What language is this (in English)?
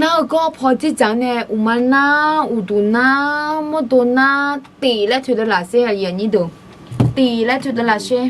Akha